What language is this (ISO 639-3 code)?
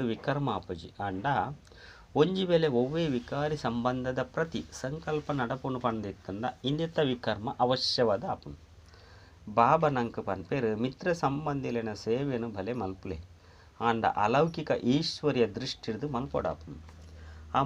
tcy